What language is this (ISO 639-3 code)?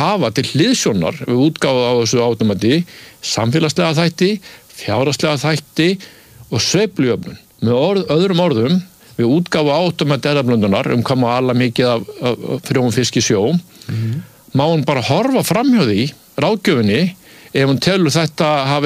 isl